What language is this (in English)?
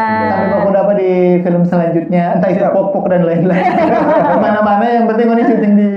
Manado Malay